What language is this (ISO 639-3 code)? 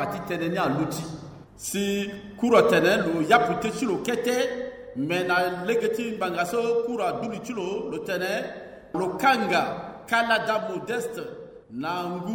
sag